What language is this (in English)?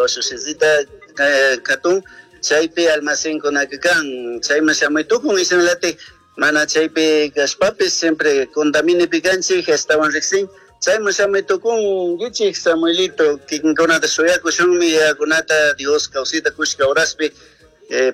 Chimborazo Highland Quichua